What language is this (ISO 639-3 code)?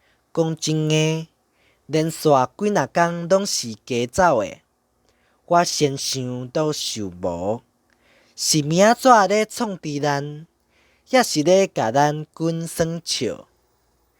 nan